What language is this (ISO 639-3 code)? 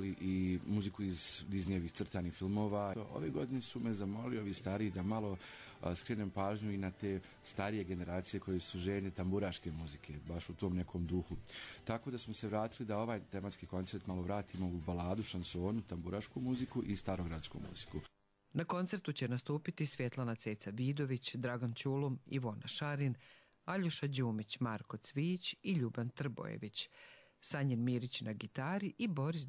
hrv